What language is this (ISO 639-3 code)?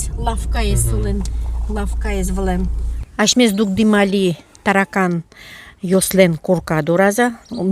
udm